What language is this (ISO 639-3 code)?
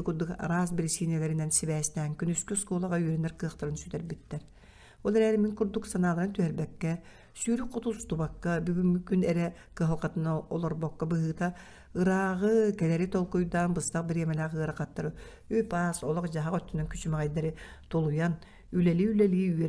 sah